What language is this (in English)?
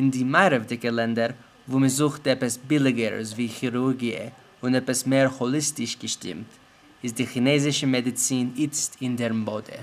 Yiddish